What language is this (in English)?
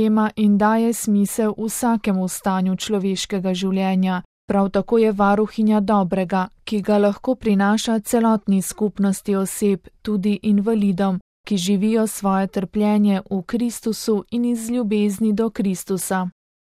Slovenian